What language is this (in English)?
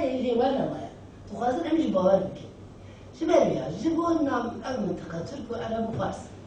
Kurdish